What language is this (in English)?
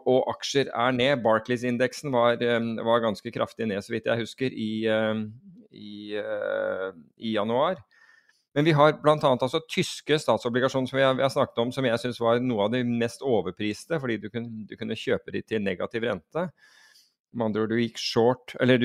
Norwegian